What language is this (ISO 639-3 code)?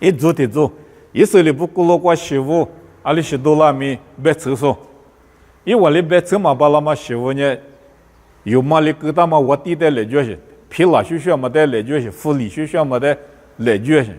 lis